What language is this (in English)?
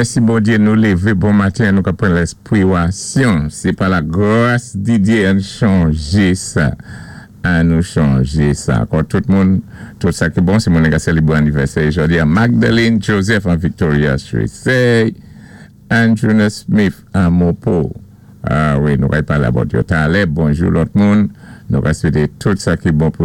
Saint Lucian Creole French